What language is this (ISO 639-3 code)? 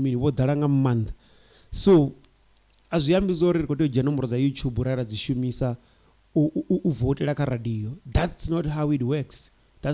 ven